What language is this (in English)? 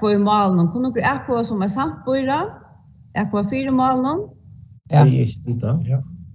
Faroese